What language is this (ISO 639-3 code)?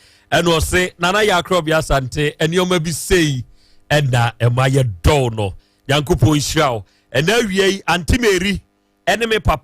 aka